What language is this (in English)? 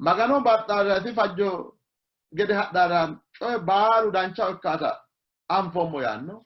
Sidamo